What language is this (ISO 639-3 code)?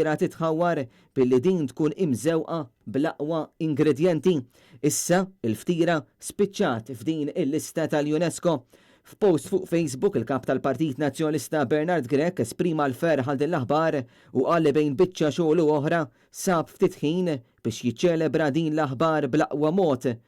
mlt